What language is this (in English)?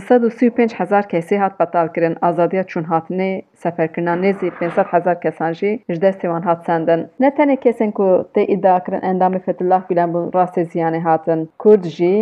Kurdish